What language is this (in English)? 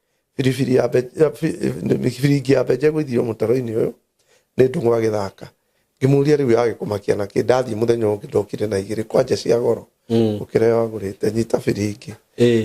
Kikuyu